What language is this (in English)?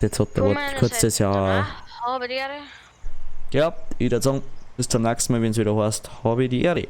Bavarian